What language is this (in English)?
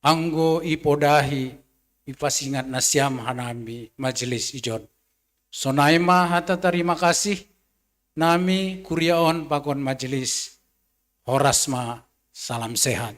Batak Simalungun